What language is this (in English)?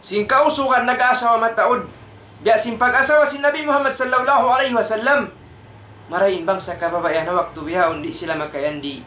Tausug